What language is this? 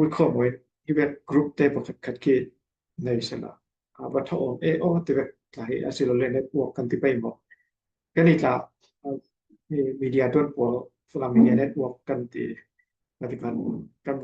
Falam Chin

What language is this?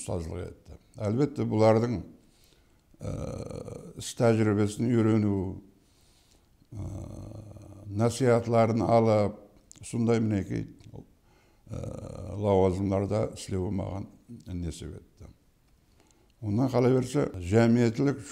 Kara-Kalpak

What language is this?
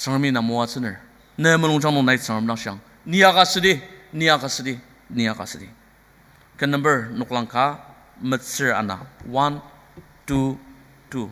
Ao Naga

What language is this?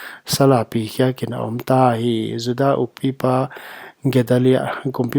Paite Chin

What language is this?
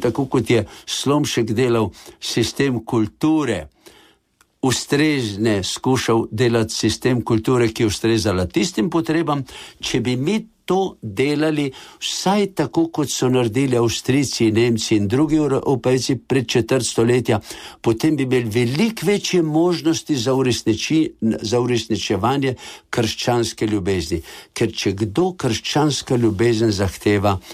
Slovenian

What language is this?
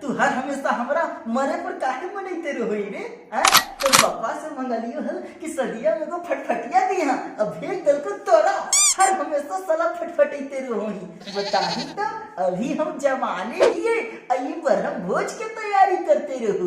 Magahi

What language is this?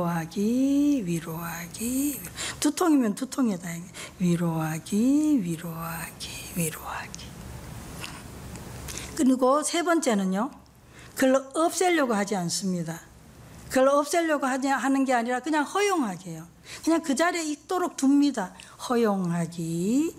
Korean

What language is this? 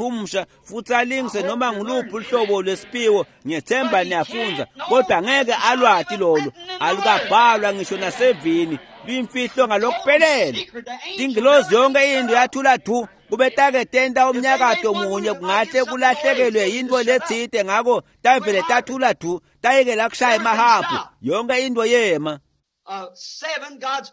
Swati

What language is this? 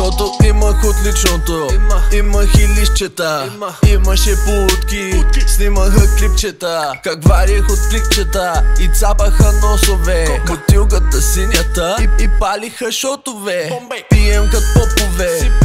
Bulgarian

